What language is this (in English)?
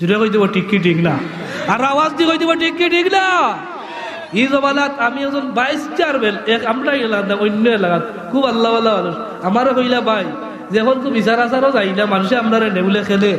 Sylheti